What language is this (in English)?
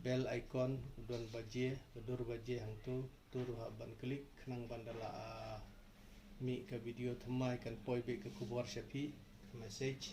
Khasi